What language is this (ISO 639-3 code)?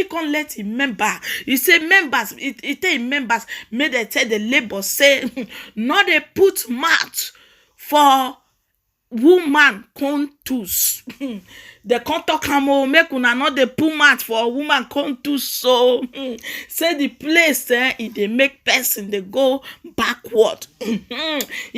pcm